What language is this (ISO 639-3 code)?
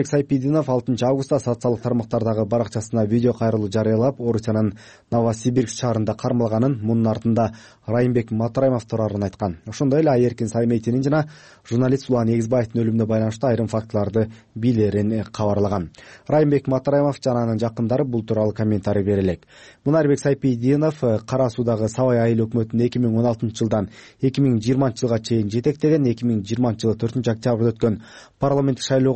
kir